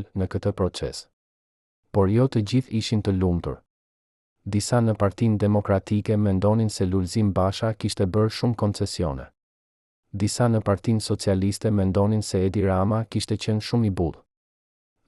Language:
Albanian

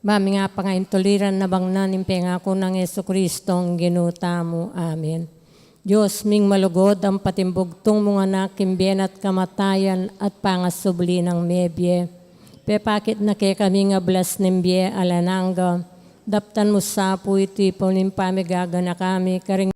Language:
Pampanga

